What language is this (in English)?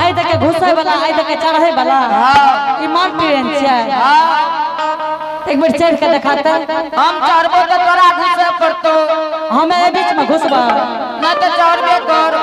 Angika